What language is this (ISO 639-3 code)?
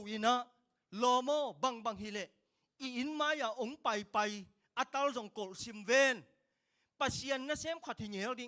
ctd